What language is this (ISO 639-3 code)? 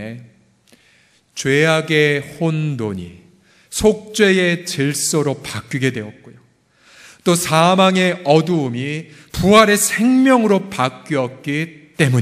kor